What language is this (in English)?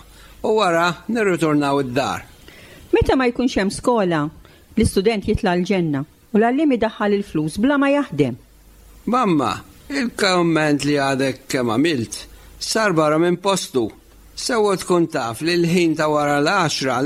Maltese